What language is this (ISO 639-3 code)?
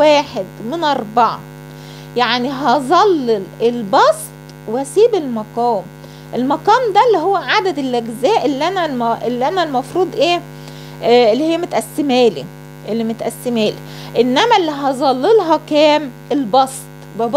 arz